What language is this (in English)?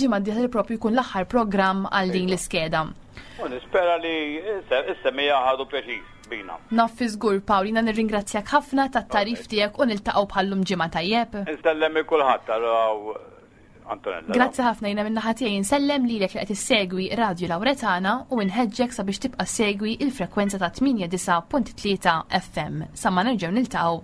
Maltese